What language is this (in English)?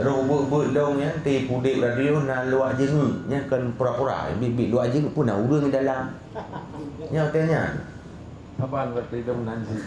Achinese